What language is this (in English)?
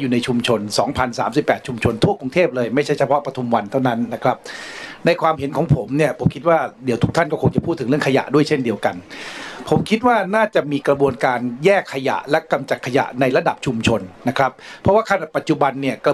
Thai